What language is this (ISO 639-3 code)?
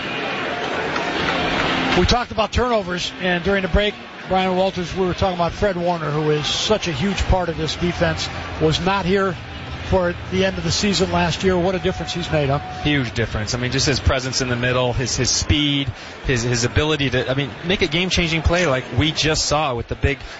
eng